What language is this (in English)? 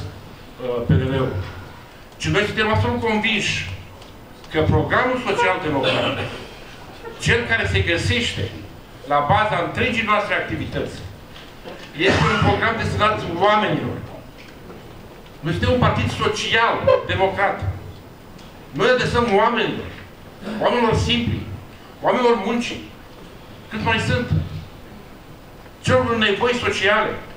Romanian